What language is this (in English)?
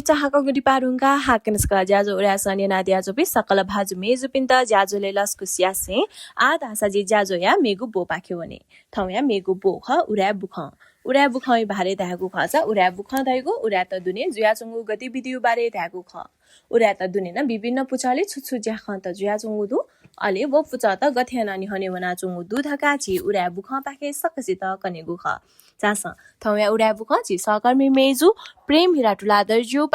Newari